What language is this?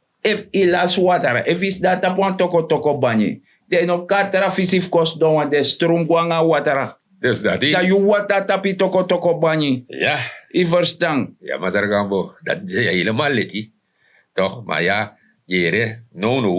Sranan Tongo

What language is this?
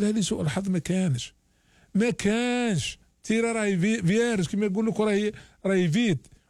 Algerian Arabic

